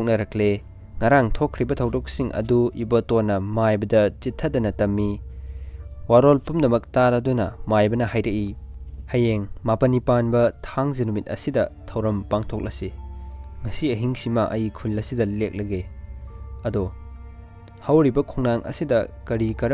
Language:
Manipuri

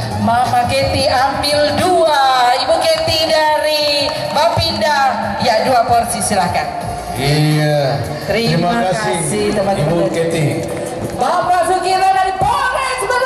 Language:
Indonesian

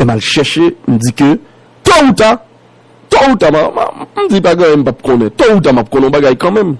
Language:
Haitian Creole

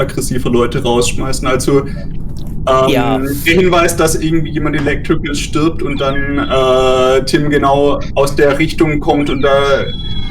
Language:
Swiss German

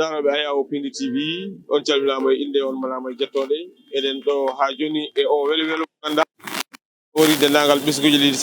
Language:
Fula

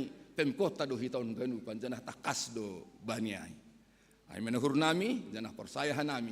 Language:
Batak Simalungun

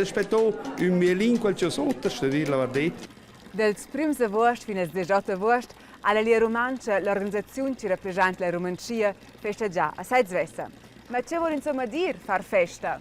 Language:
Romansh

